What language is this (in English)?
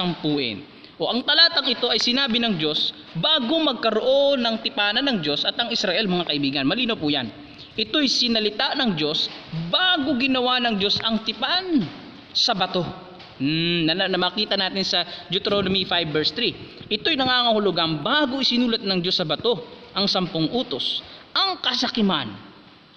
Filipino